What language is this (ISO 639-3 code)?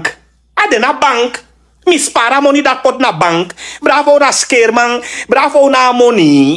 srn